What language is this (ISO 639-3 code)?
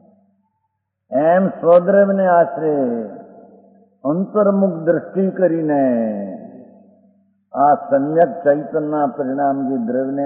guj